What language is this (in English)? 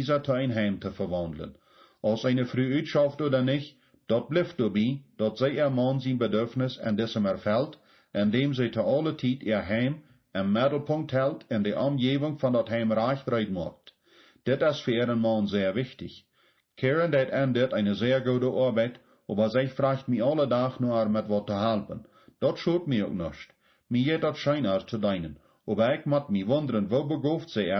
Plautdietsch